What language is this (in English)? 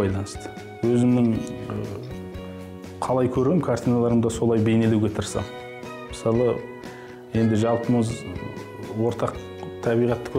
Kazakh